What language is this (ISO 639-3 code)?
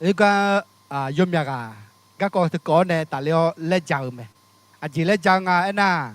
ahk